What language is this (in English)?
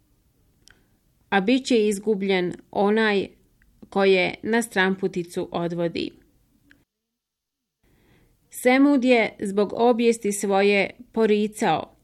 Bosnian